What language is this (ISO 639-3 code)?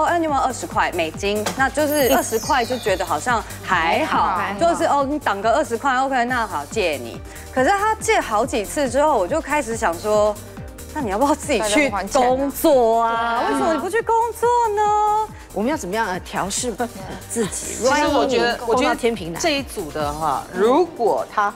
zho